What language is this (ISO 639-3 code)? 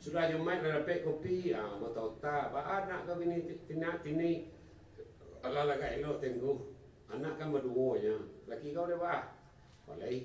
min